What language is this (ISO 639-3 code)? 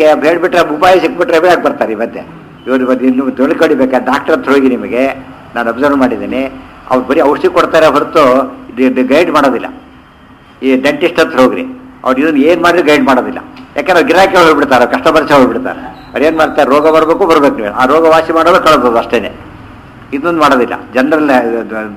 kan